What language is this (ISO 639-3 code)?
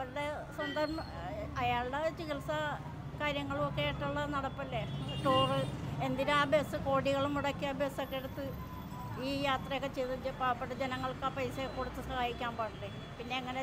mal